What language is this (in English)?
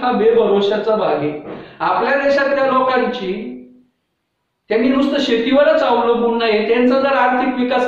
Marathi